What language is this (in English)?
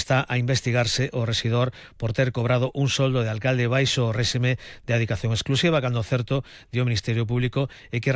Galician